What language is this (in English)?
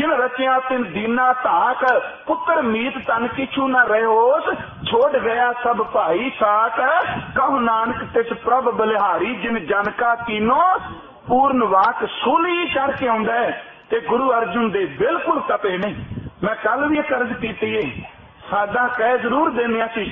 Punjabi